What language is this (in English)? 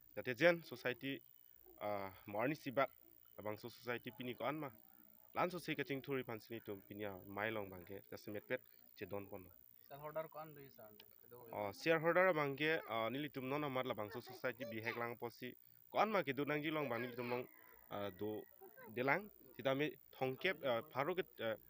Karbi